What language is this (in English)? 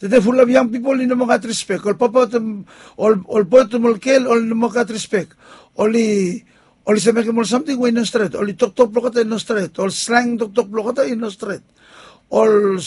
Bislama